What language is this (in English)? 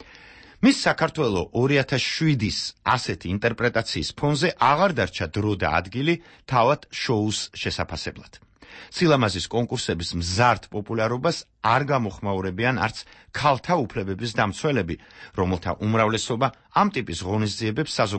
Georgian